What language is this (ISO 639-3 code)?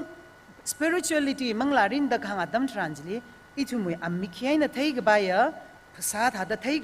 nmf